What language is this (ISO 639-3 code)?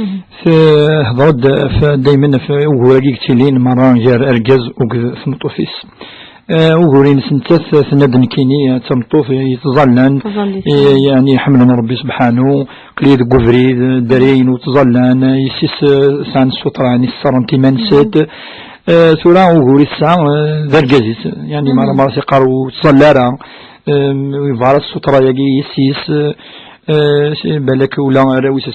kab